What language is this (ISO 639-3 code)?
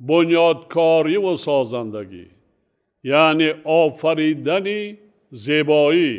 tgk